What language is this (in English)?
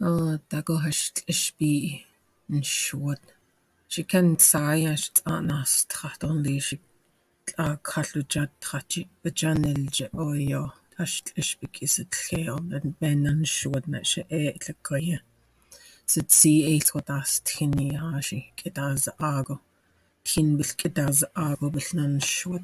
Navajo